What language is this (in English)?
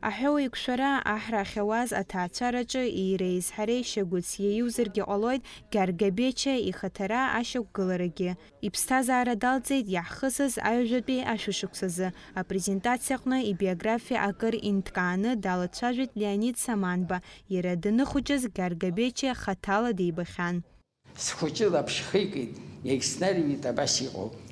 Abkhazian